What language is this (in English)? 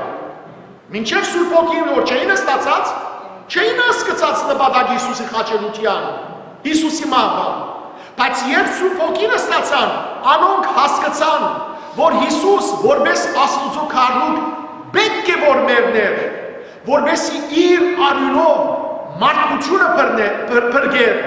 Western Armenian